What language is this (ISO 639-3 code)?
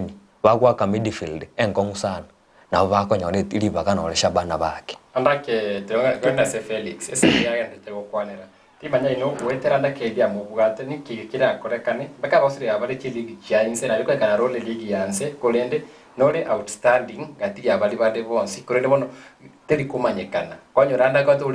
guz